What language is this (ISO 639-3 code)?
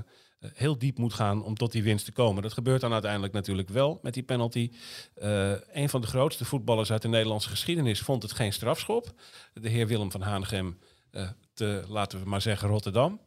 nld